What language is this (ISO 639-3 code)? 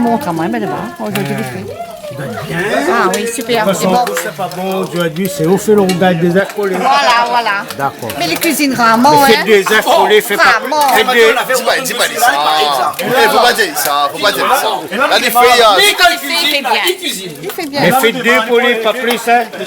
rcf